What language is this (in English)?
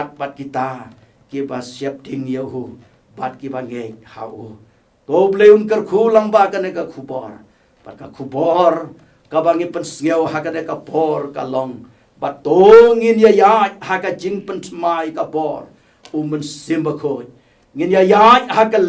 Khasi